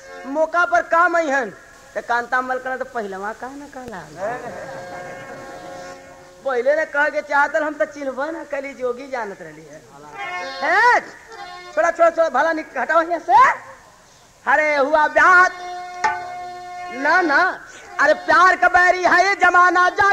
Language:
Bhojpuri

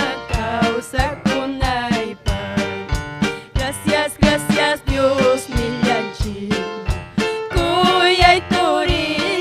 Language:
Ayacucho Quechua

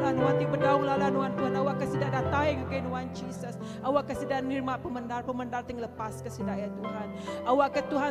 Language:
Iban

